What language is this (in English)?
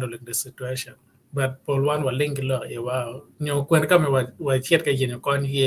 Acoli